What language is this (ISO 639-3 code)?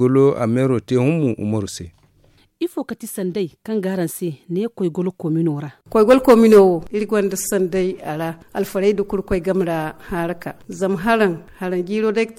dje